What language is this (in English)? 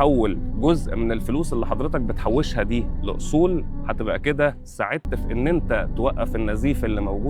Egyptian Arabic